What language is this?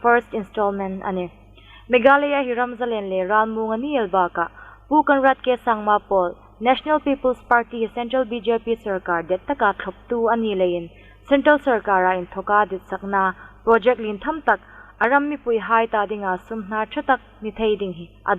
Hmar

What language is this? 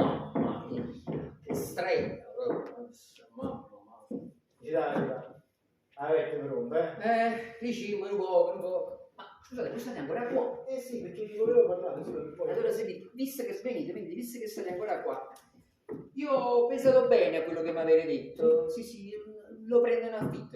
Neapolitan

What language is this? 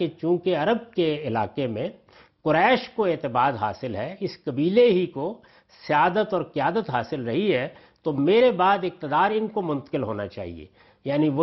Urdu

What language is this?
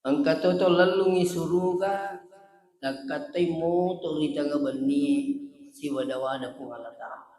Buginese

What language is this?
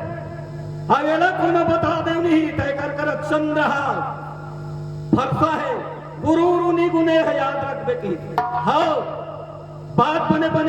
Chhattisgarhi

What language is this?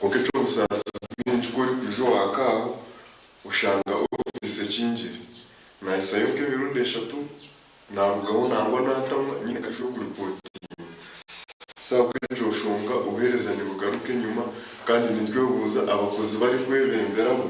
Nyankole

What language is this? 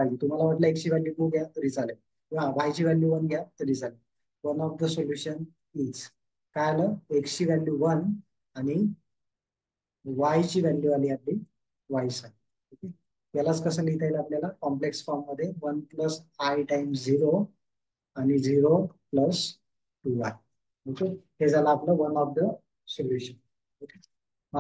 Marathi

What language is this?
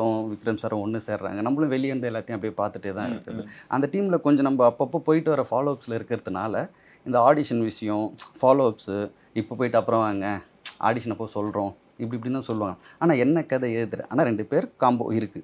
Tamil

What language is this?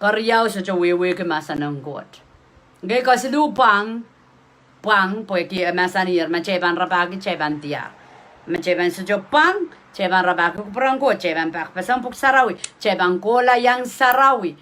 Pohnpeian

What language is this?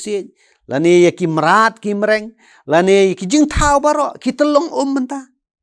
Khasi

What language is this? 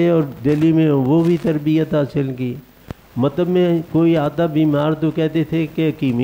Urdu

